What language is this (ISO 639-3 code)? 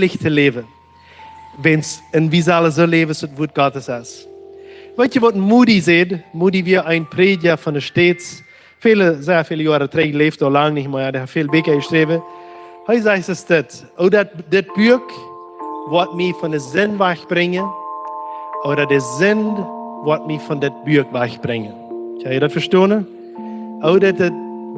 pdt